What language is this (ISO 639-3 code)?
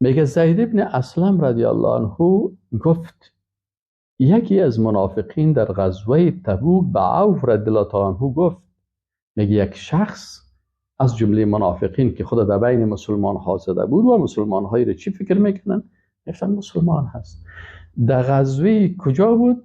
fas